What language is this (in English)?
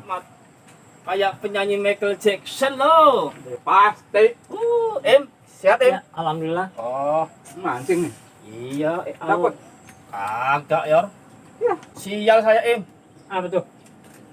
Betawi